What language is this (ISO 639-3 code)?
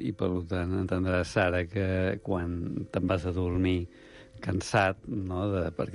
cat